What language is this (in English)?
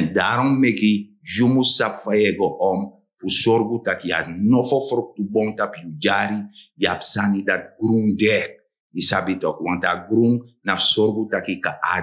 Sranan Tongo